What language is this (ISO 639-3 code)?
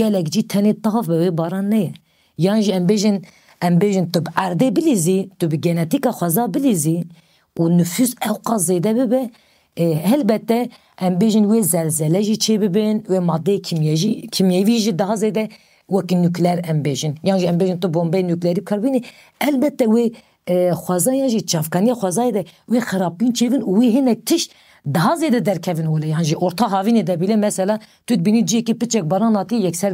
kur